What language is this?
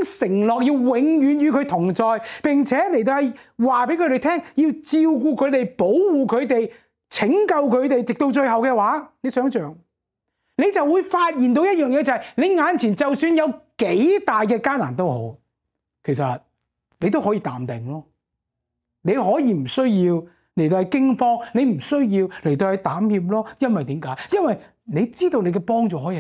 Cantonese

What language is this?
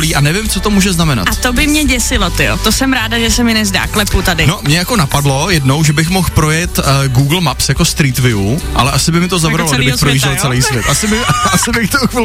Czech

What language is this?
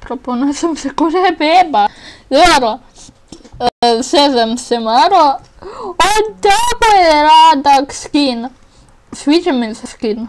Bosnian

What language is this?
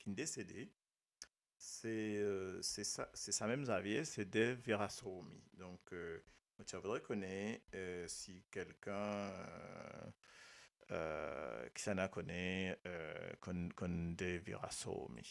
Morisyen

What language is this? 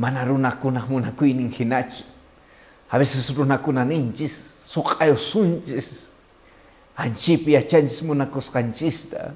Quechua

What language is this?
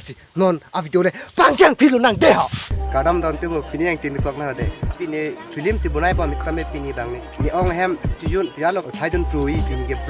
Karbi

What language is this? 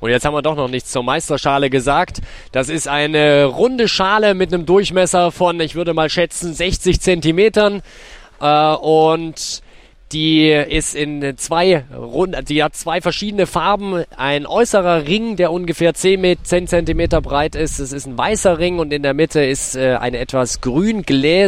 German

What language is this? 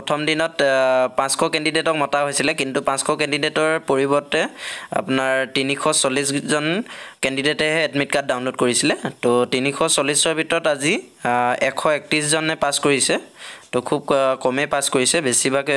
Assamese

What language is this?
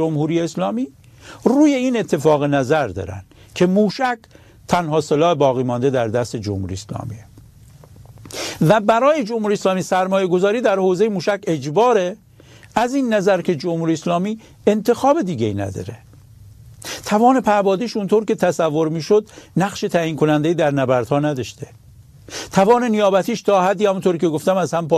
Persian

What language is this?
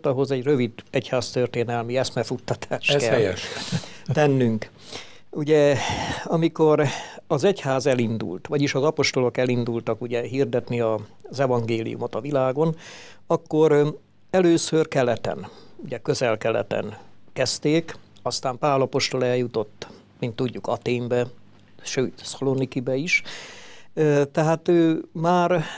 Hungarian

